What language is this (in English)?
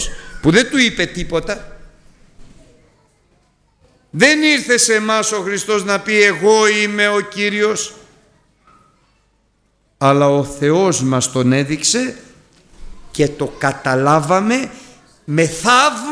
Greek